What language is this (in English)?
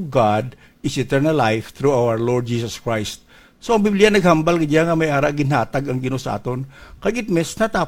Hiligaynon